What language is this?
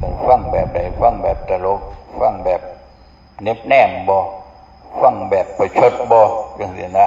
Northeastern Thai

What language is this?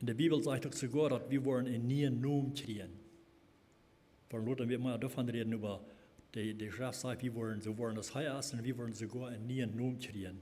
Plautdietsch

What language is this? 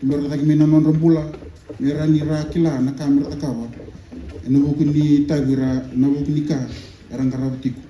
Fijian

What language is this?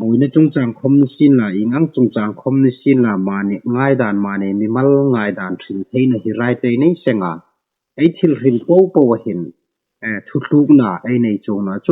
Hmar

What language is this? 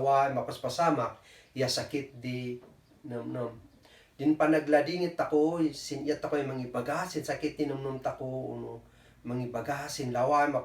Kankanaey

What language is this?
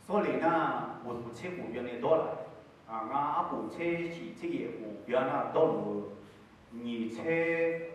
Akha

